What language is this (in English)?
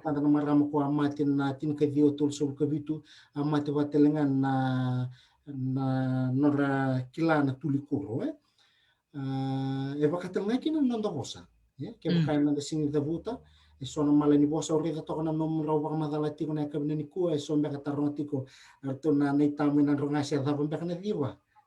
Fijian